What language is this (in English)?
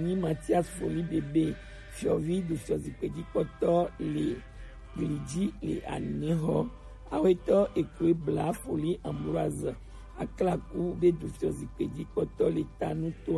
Gen